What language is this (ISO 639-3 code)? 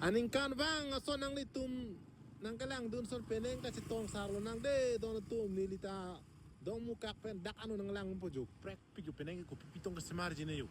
mjw